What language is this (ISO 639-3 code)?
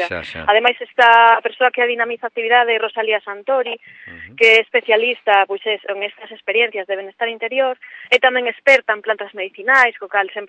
glg